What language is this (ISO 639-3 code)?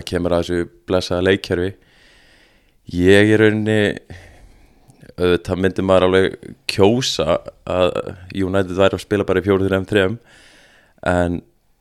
isl